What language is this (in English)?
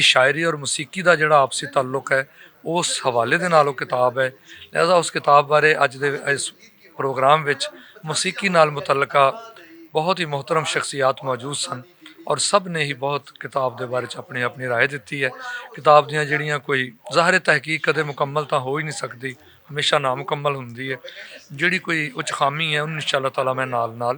Western Panjabi